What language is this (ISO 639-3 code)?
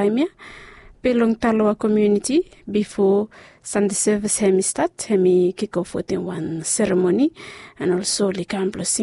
bis